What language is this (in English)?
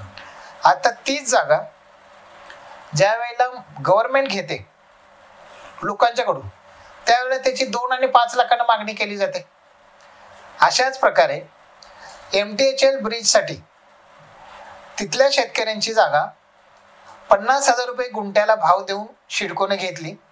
Marathi